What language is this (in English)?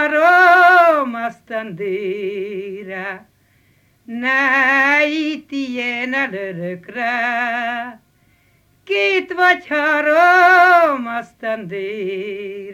Hungarian